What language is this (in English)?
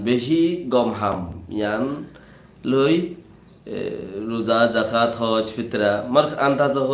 Rohingya